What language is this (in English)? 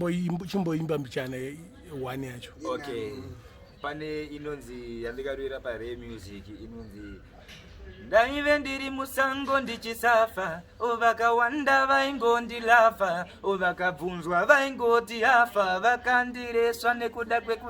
Shona